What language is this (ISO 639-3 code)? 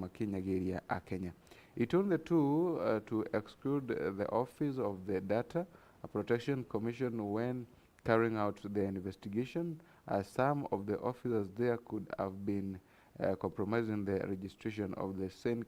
mer